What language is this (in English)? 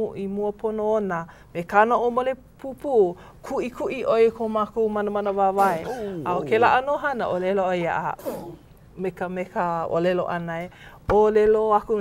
Hawaiian